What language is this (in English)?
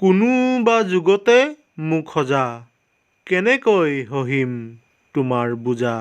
Assamese